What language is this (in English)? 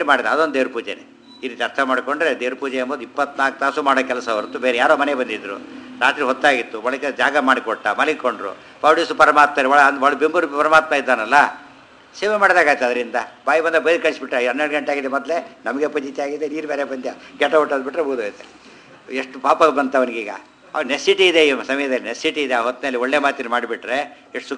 Kannada